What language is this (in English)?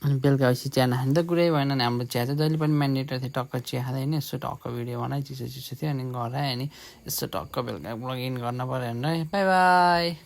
Nepali